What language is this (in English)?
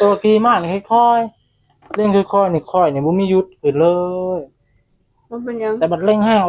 Northeastern Thai